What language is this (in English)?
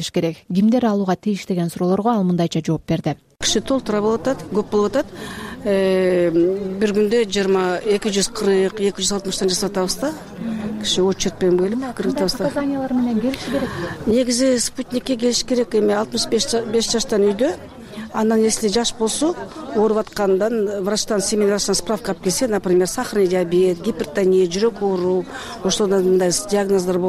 Kyrgyz